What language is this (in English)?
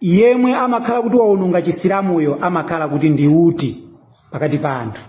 Nyanja